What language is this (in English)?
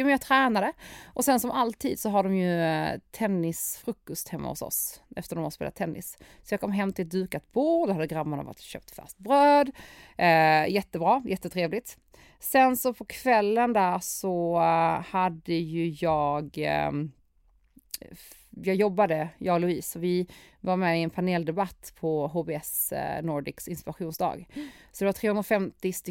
Swedish